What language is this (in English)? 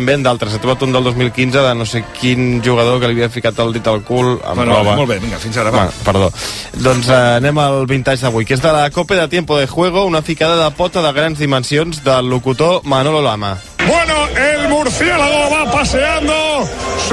Catalan